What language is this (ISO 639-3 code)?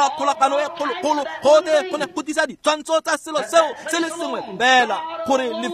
tsn